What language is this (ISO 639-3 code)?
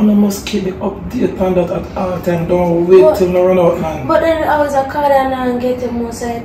jam